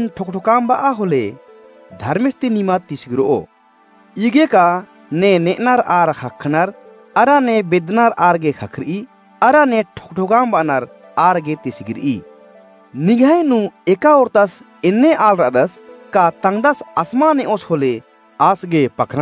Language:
Kurukh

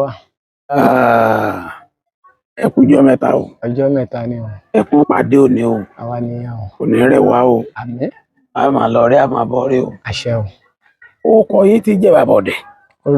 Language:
Yoruba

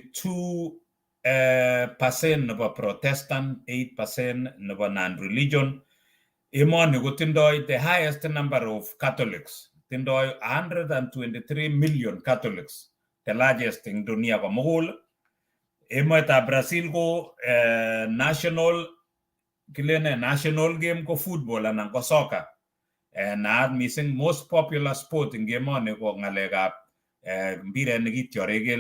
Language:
Kalenjin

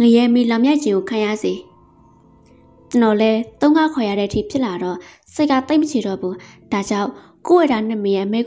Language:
Burmese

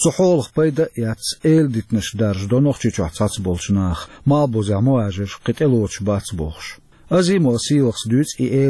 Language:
Chechen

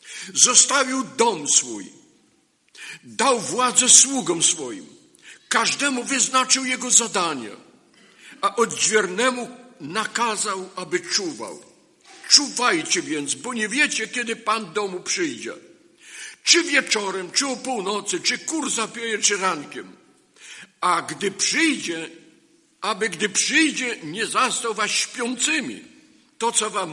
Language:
Polish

